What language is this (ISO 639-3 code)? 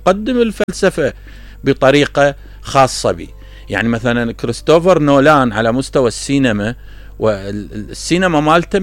acm